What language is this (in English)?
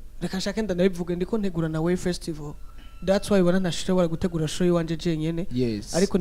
Rundi